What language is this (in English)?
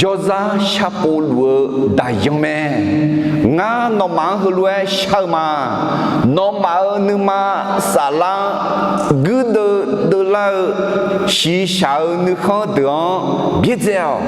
Akha